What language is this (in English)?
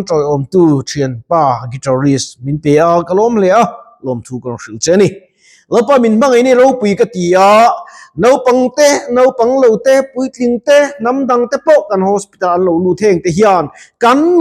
Mizo